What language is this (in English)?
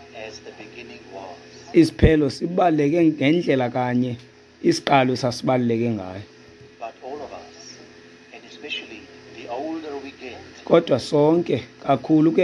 Xhosa